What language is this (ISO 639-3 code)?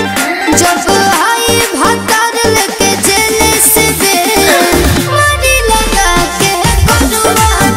bho